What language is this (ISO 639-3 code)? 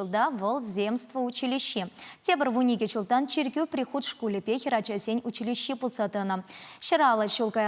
chv